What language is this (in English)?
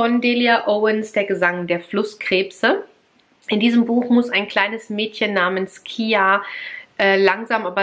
German